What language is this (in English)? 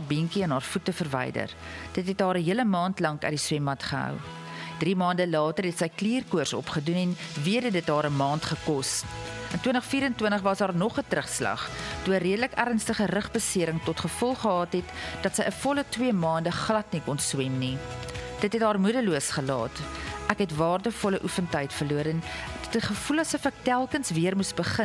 Afrikaans